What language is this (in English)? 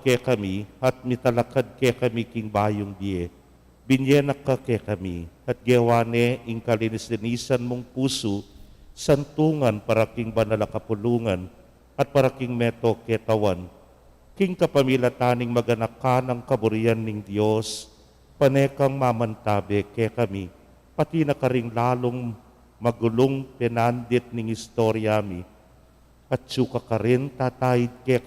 Pampanga